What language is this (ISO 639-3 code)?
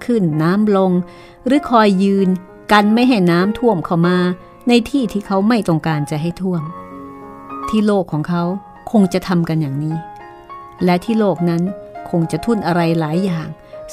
tha